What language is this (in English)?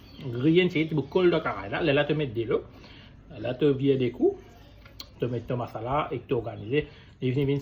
Morisyen